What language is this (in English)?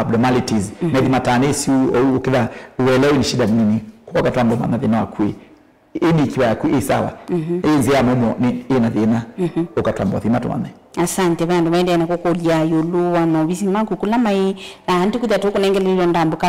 Kamba